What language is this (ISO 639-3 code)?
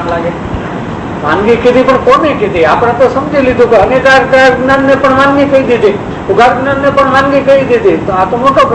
guj